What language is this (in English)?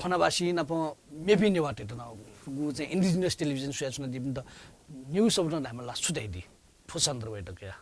Newari